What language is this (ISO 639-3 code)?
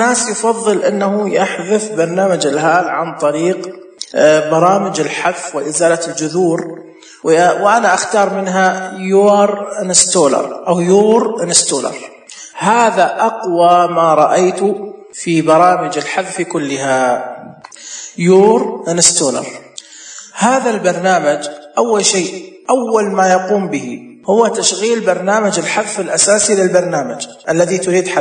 ars